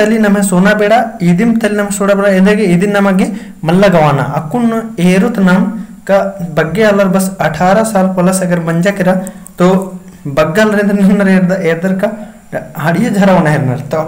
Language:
Kurukh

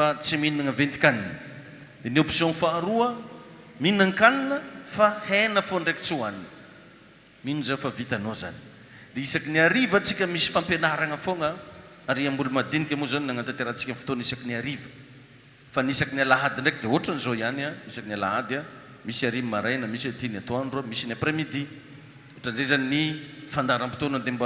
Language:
Malagasy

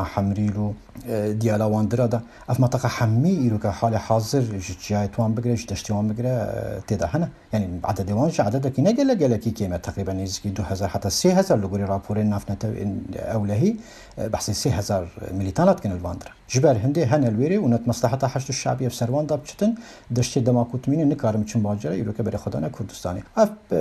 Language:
Kurdish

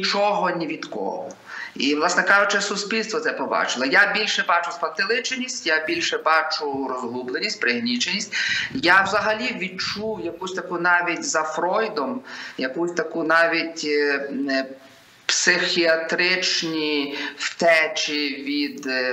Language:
Ukrainian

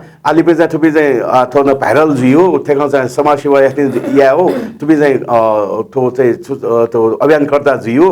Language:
Newari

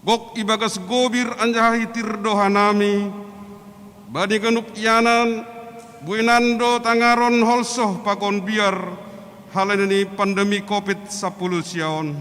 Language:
Batak Simalungun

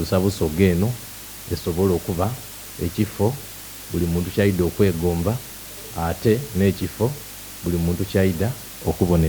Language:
Soga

